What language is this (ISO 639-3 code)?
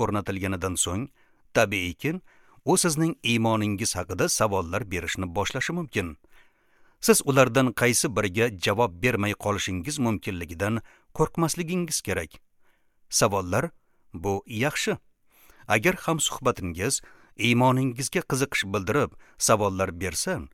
uzb